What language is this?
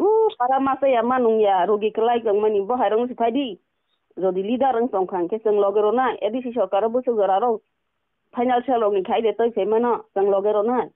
Kok Borok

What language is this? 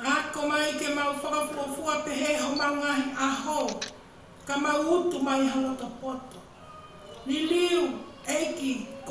Tongan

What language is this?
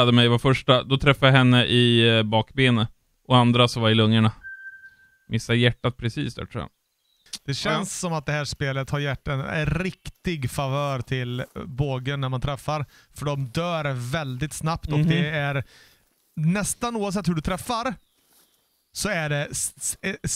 Swedish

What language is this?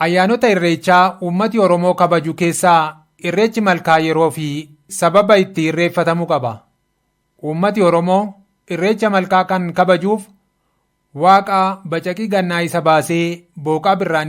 Oromo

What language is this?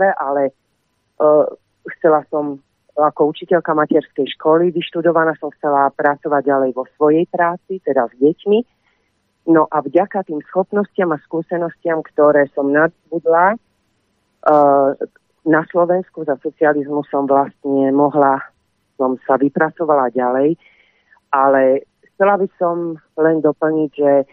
Slovak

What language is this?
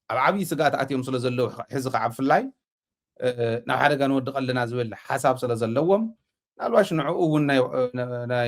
Tigrinya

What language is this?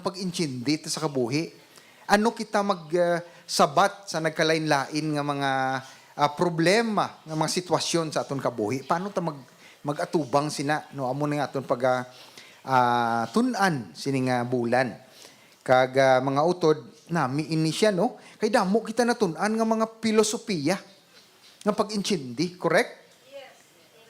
Hiligaynon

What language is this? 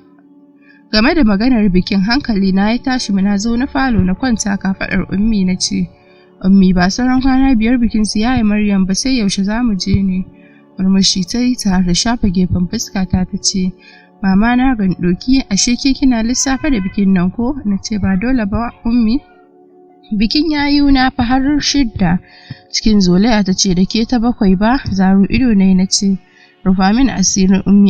Hausa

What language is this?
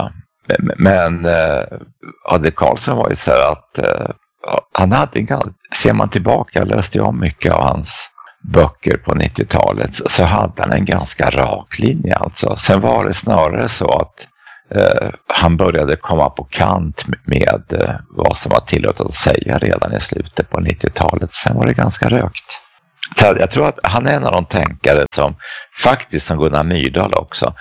Swedish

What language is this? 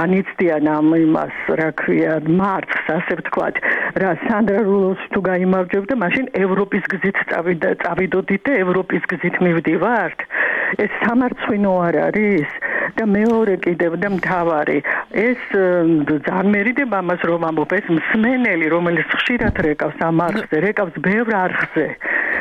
Georgian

